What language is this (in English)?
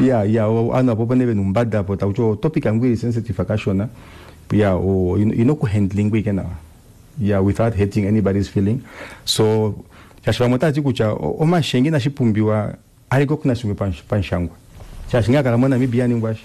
Kuanyama